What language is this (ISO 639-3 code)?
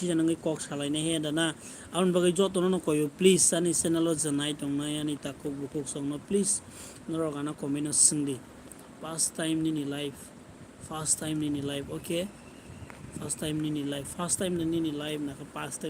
trp